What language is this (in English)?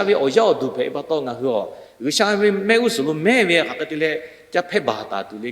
Lahu